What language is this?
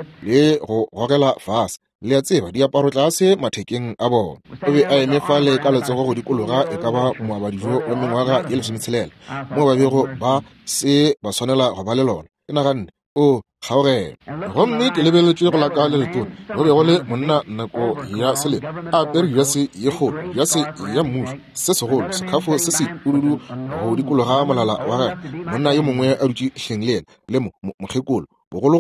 Northern Sotho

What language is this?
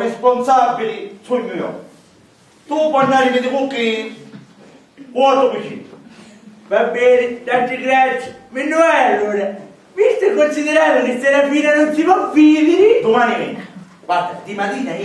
Sicilian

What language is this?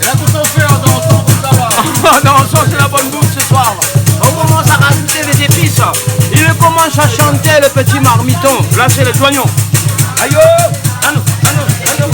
Réunion Creole French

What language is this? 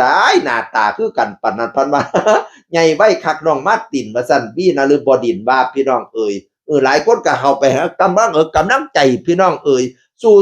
Northeastern Thai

